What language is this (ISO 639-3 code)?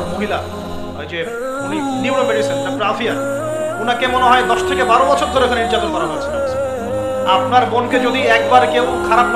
ben